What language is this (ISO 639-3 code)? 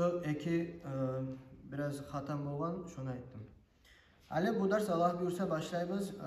kum